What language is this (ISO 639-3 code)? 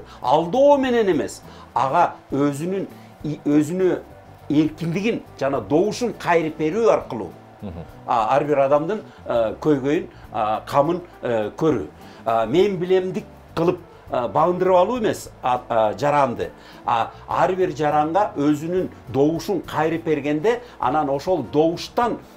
kir